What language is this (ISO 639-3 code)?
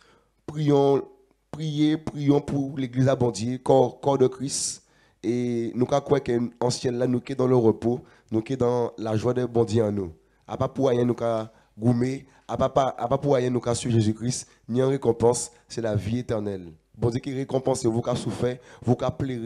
gcf